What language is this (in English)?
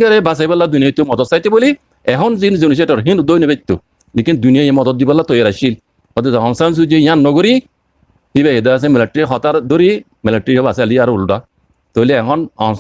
Rohingya